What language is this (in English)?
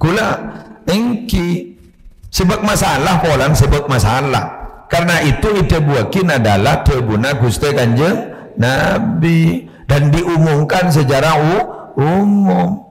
Madurese